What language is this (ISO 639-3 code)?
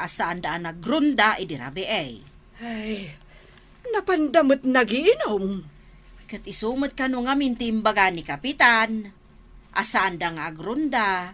ilo